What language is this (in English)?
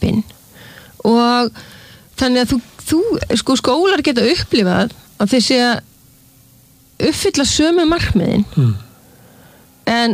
Icelandic